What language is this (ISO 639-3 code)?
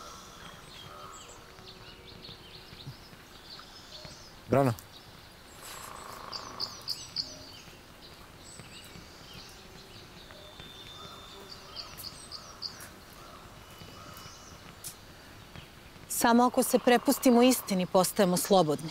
srp